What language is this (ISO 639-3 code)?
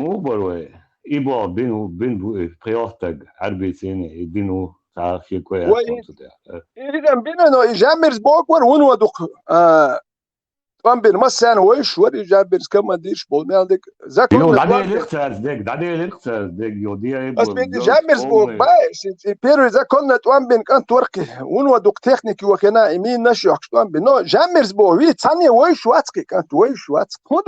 che